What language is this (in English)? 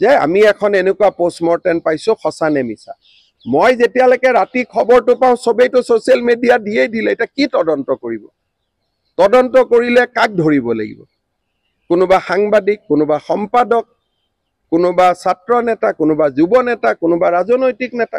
Assamese